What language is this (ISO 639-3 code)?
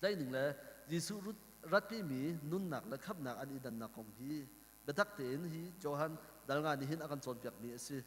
cnh